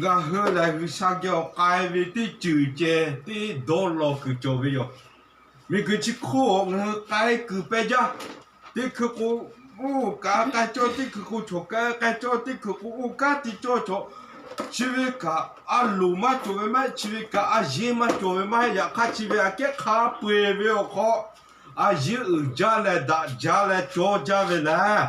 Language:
Lahu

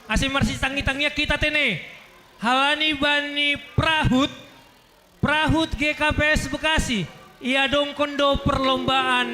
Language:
Batak Simalungun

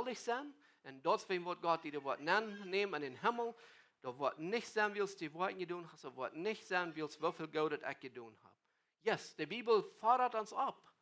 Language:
Plautdietsch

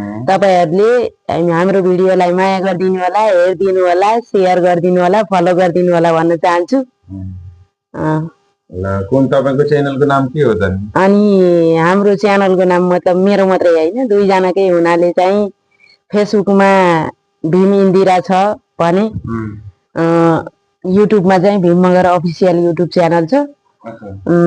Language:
Nepali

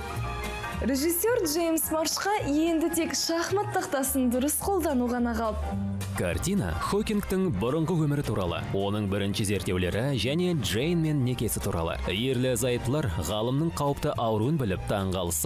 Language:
Kazakh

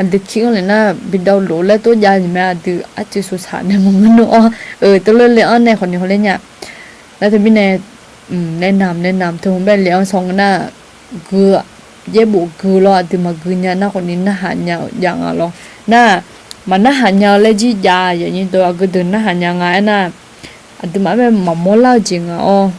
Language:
Akha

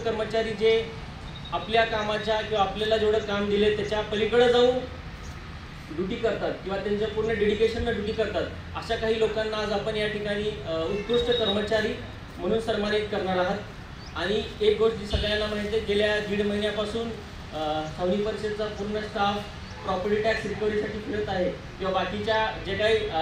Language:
Marathi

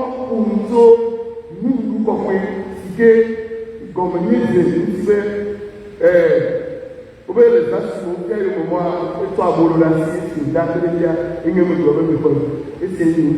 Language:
Ewe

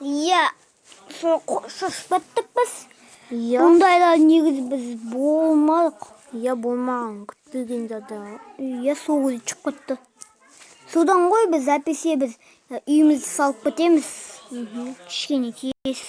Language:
Kazakh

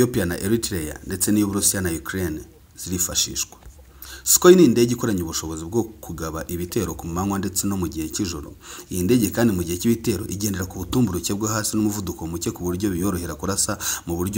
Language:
Kinyarwanda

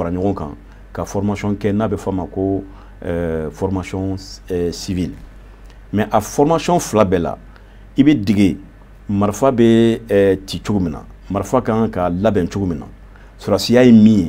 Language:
Bambara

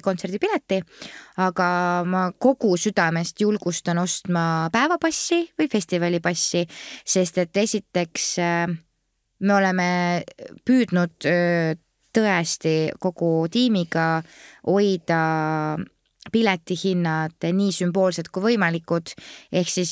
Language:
Estonian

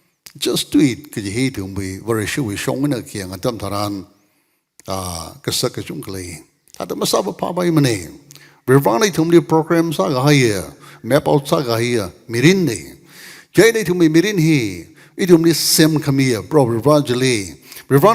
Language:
Tangkhul Naga (India)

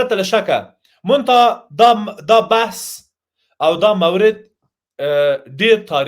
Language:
Pashto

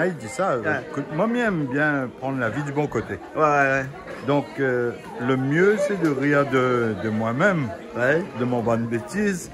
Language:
Réunion Creole French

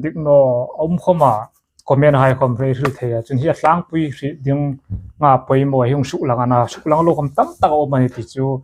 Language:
Hmar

